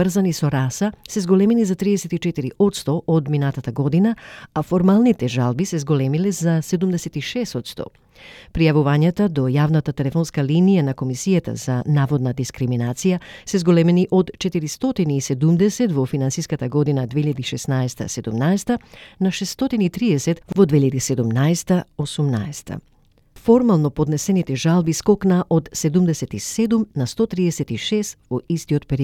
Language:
Macedonian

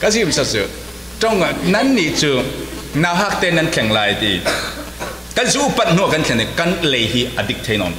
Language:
Falam Chin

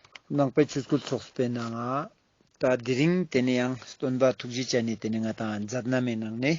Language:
Ladakhi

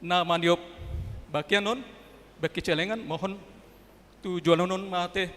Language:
Batak Toba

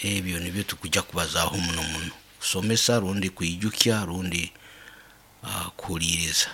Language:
Nyoro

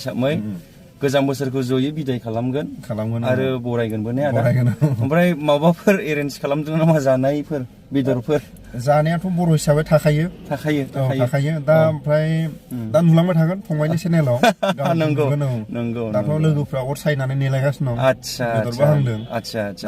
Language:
Bodo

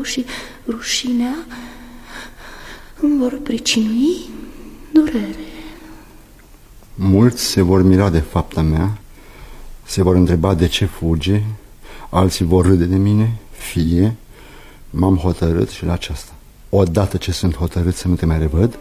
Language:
Romanian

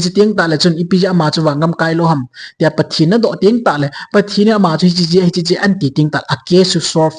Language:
Thado Chin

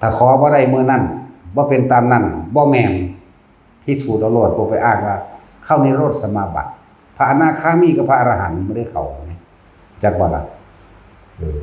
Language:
Northeastern Thai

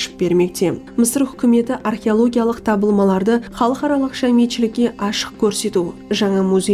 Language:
Kara-Kalpak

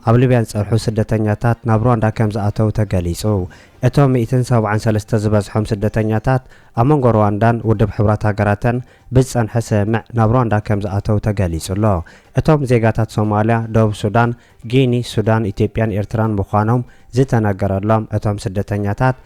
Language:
Tigrinya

